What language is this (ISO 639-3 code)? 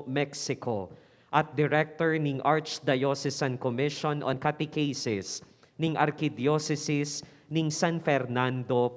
pam